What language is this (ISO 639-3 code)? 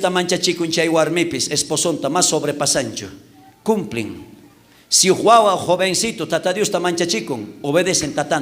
quh